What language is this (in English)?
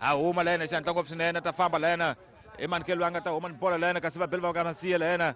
Tsonga